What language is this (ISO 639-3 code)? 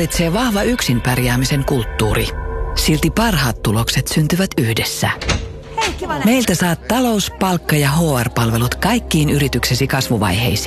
fin